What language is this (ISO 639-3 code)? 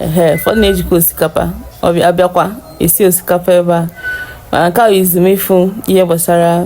ibo